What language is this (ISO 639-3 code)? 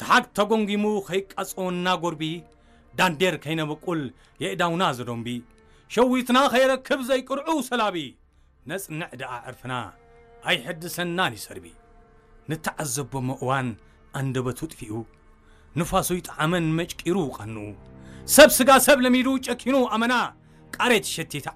tir